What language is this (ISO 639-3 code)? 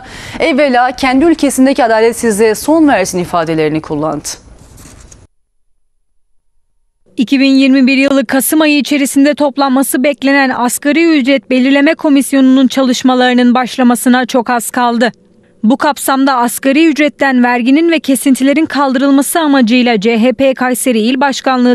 tur